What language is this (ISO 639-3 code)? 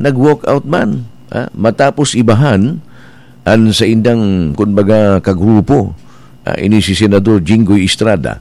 bik